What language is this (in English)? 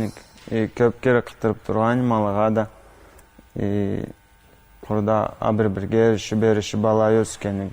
Karachay-Balkar